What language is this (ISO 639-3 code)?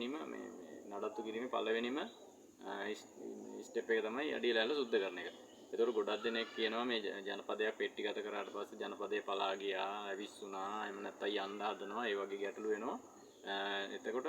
sin